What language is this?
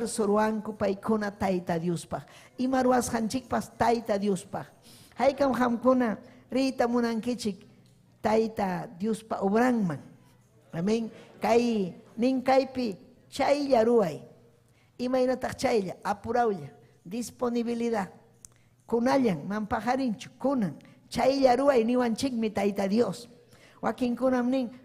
Ayacucho Quechua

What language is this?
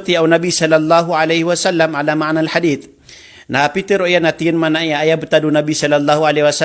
Maranao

